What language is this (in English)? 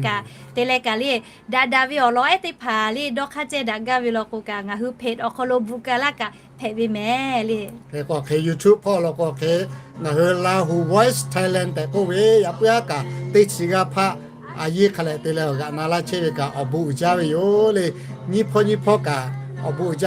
Lahu